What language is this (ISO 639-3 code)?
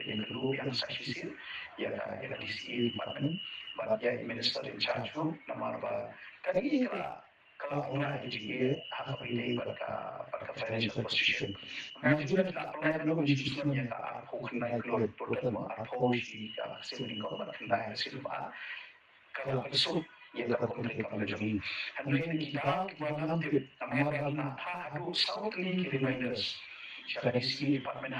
kha